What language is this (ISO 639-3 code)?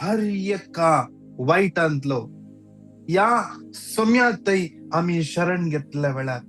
kok